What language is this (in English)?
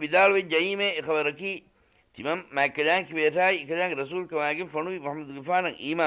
Divehi